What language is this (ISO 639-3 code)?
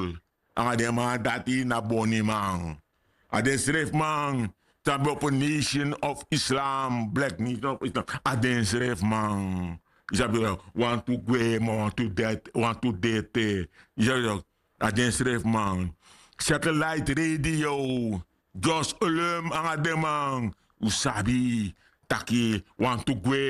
srn